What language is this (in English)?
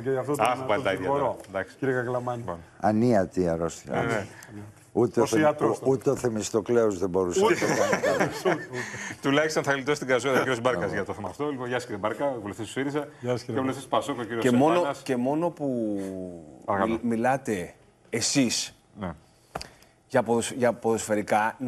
Greek